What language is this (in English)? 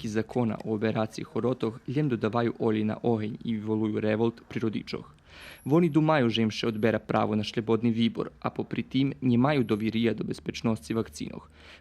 Rusyn